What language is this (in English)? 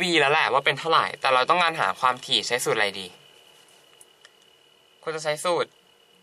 Thai